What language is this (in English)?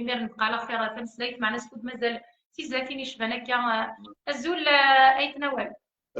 Kabyle